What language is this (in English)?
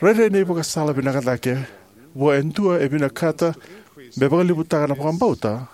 Fijian